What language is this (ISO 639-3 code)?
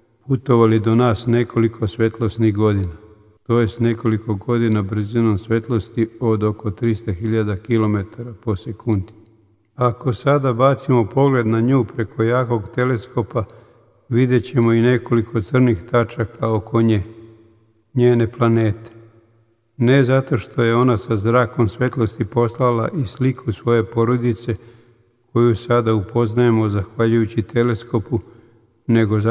srp